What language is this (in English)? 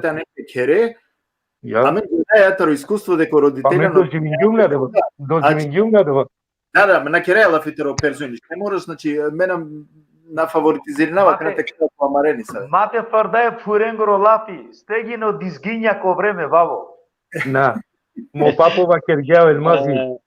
Balkan Romani